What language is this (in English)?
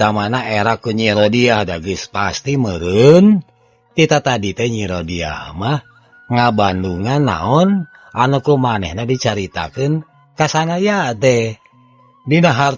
Sundanese